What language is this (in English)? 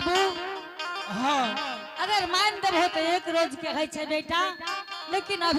Angika